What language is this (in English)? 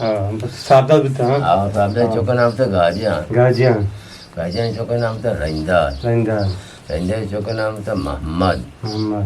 Eastern Balochi